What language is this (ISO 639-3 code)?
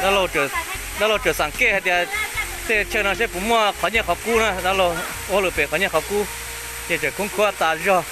hmn